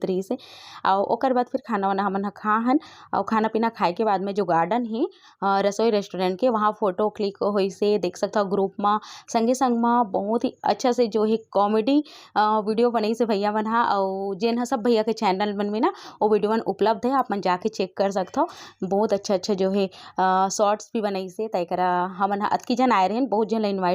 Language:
Chhattisgarhi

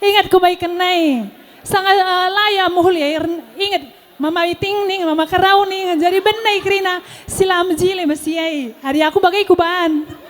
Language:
Batak Karo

